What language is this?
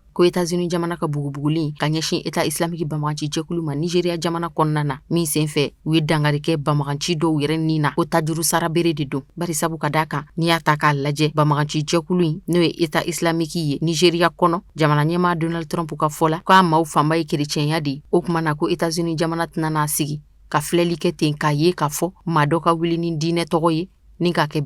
Bambara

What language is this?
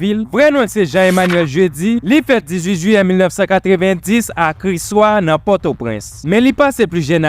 Haitian Creole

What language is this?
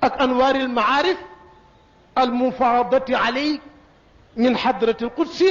Wolof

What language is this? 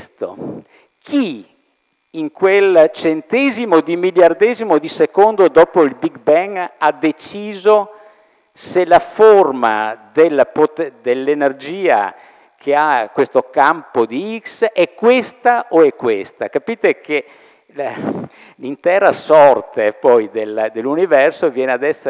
Italian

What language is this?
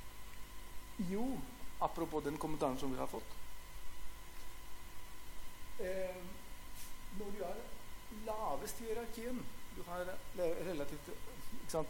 Norwegian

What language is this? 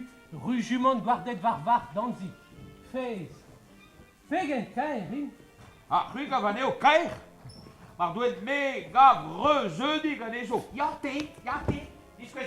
Breton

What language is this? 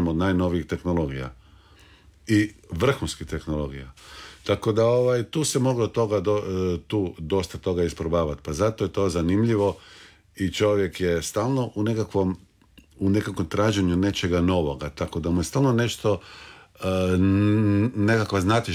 Croatian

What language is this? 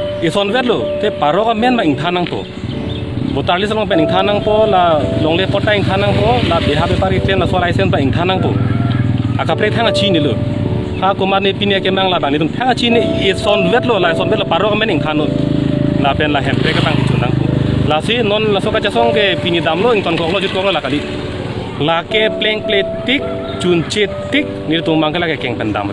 Karbi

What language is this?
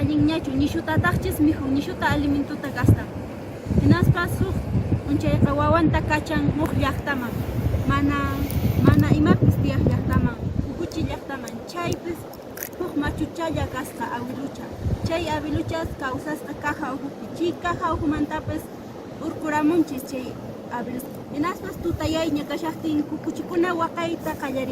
Quechua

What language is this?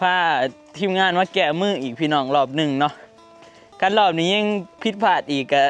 Northeastern Thai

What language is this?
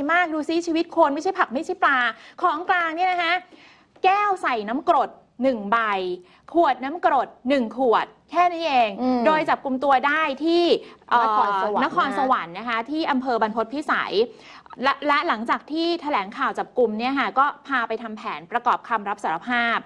Thai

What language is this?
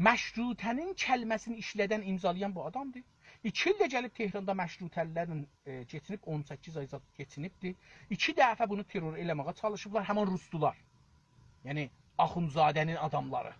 South Azerbaijani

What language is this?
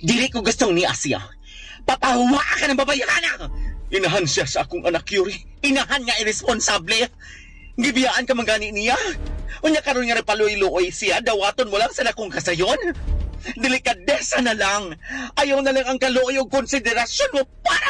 Cebuano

